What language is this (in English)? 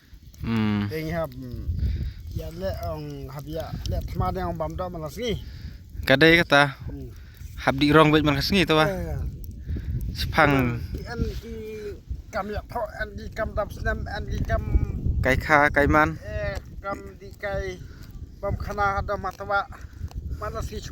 Khasi